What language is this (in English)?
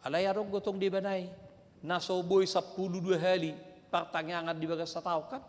Batak Toba